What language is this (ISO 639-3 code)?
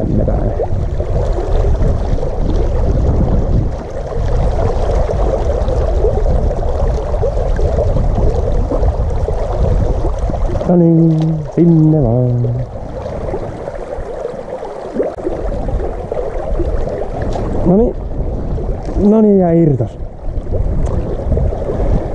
fin